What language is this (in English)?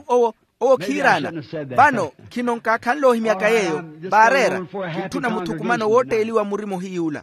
Makhuwa